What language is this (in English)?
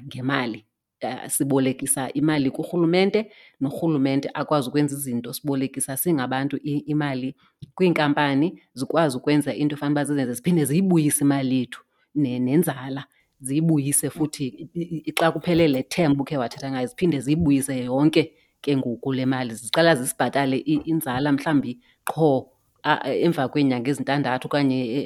Xhosa